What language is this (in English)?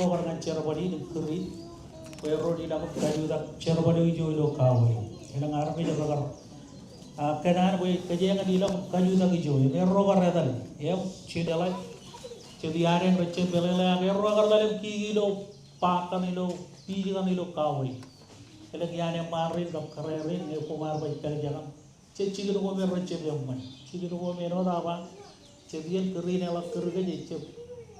Marshallese